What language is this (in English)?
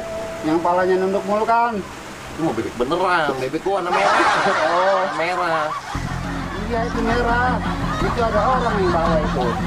Betawi